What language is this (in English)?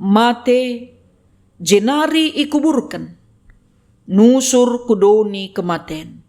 Batak Karo